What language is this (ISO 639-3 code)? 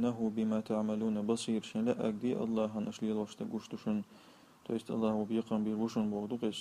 che